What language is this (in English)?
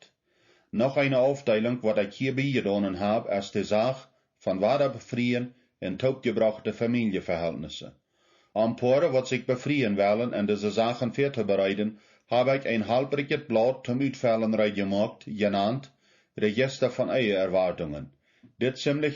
Plautdietsch